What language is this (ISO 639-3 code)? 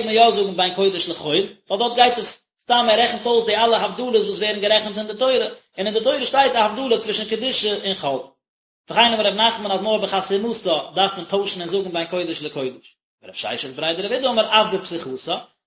yid